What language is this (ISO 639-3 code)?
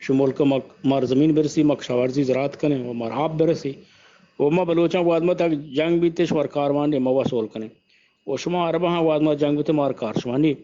bgp